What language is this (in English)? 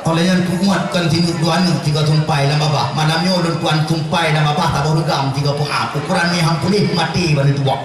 Achinese